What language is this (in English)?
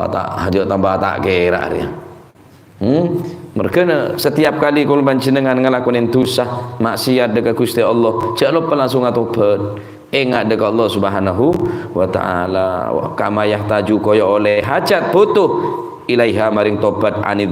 Madurese